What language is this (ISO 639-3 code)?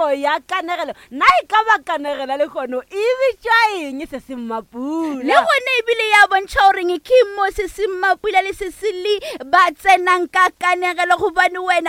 nso